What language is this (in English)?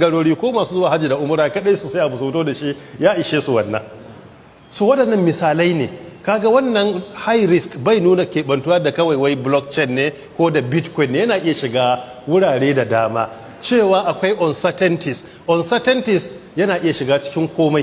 Hausa